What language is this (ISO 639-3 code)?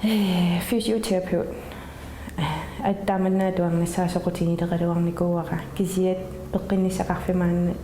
kal